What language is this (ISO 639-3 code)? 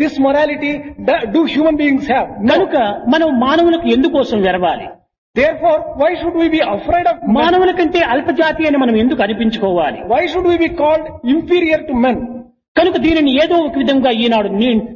tel